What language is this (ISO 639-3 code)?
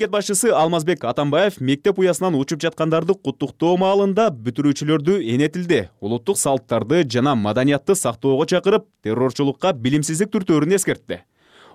kir